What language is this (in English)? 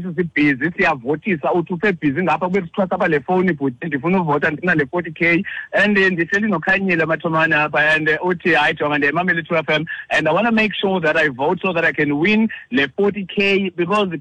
Xhosa